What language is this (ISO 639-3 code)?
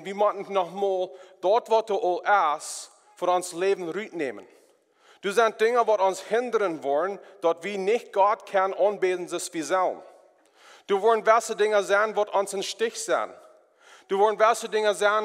pdt